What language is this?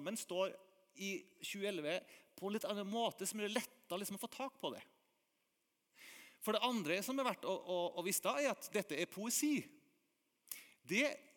Norwegian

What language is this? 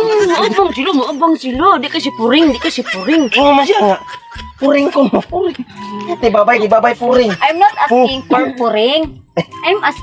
Cebuano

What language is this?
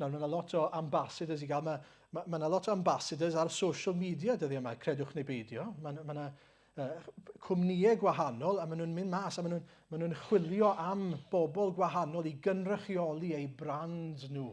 Welsh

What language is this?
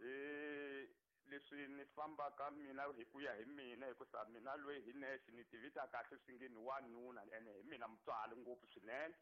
Tsonga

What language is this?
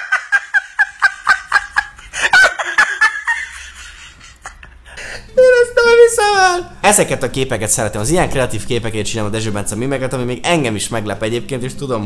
Hungarian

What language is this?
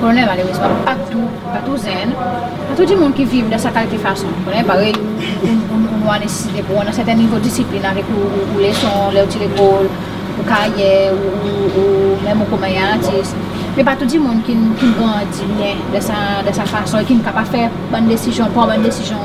Seselwa Creole French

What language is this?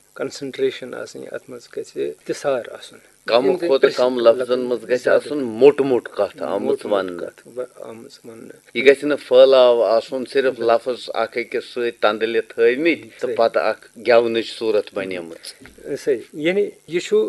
Kashmiri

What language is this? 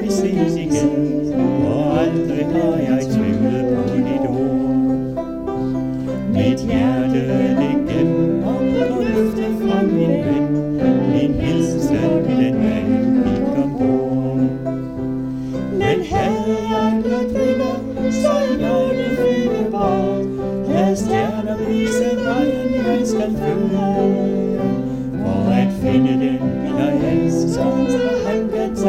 Danish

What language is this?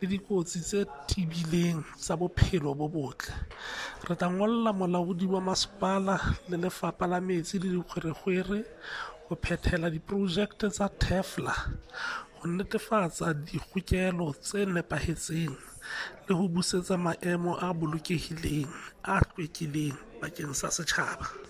Southern Sotho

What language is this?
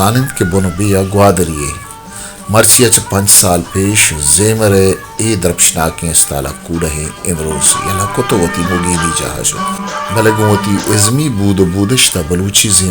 Baluchi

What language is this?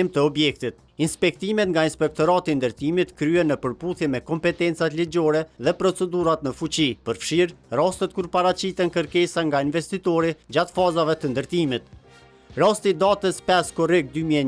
Albanian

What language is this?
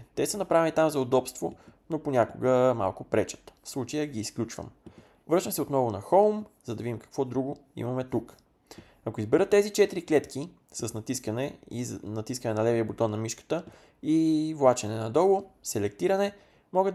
Bulgarian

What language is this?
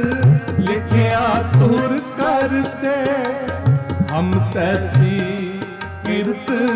Punjabi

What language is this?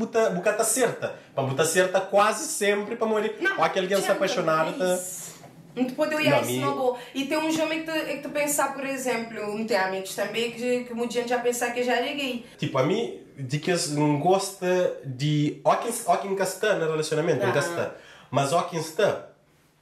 Kabuverdianu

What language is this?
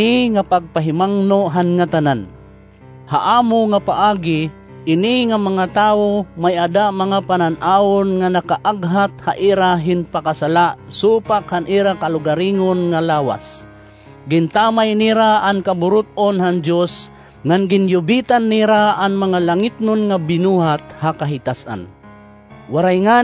Waray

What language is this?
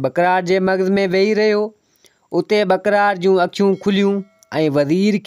Sindhi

